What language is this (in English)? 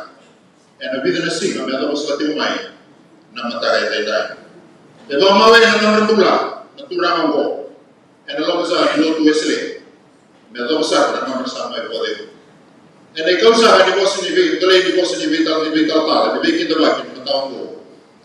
Fijian